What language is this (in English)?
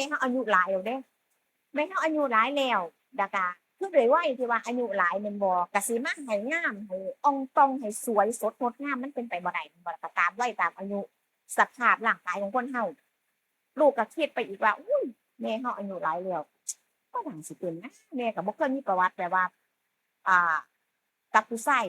Northeastern Thai